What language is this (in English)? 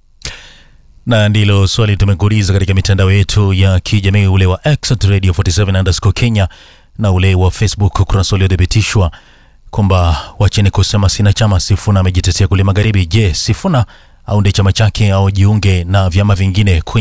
Swahili